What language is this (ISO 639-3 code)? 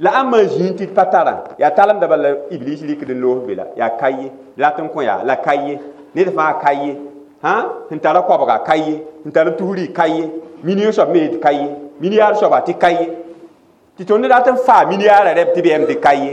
mos